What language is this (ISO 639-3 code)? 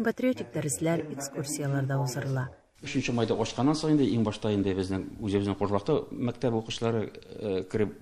tat